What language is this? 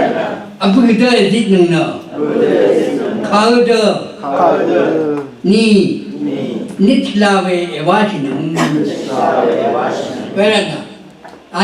Rawang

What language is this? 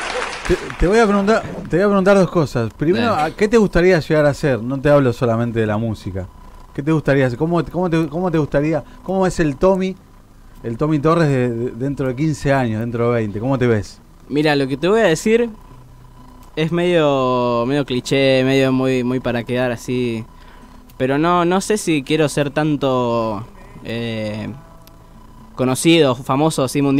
Spanish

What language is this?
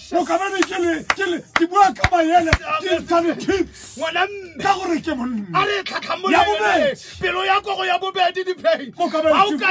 Tswana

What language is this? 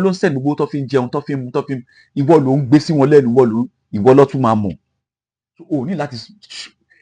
Yoruba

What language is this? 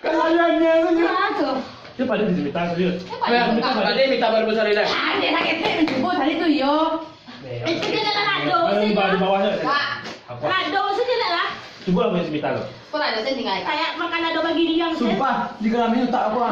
Minangkabau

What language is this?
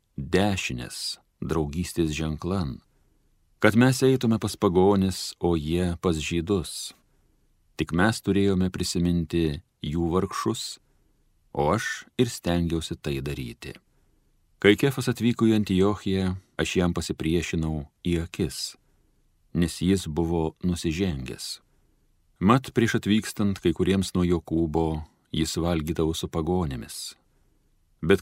Lithuanian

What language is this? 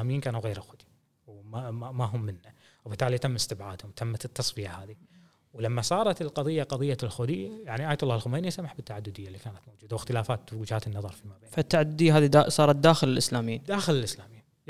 Gulf Arabic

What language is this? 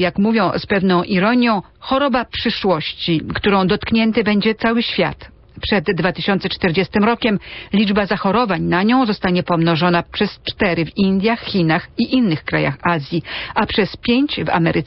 Polish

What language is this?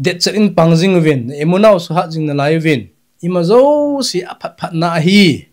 Thado Chin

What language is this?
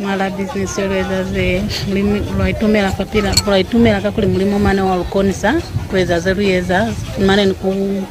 Lozi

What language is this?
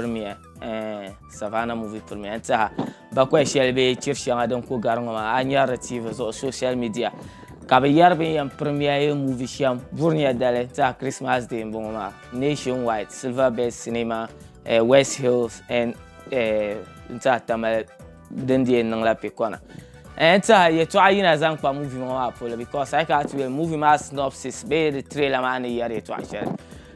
Dagbani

